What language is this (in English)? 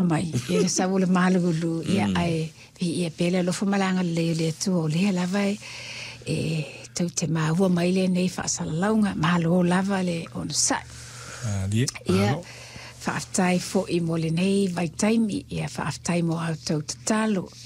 Samoan